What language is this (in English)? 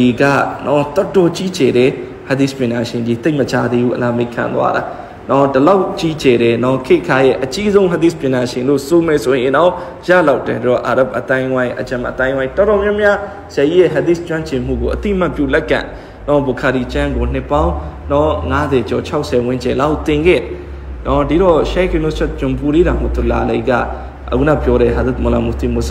Burmese